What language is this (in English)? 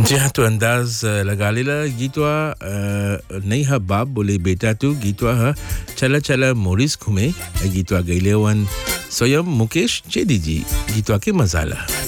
Bhojpuri